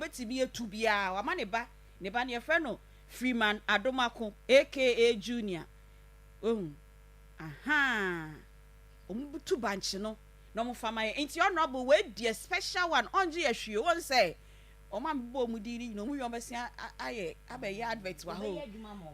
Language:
Akan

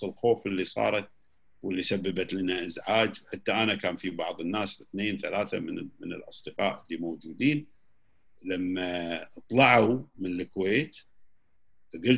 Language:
Gulf Arabic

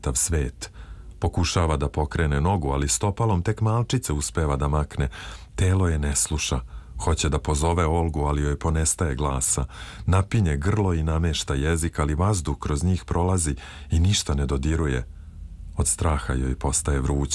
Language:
Serbian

